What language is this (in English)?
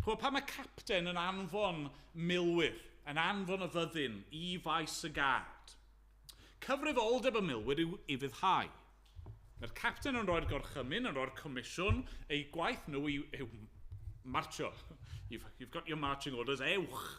Welsh